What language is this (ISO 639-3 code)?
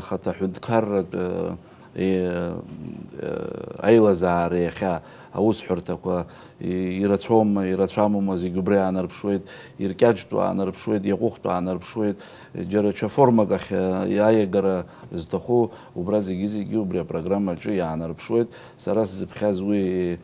abk